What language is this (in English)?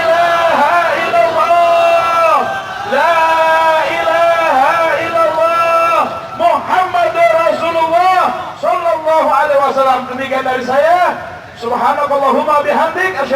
Minangkabau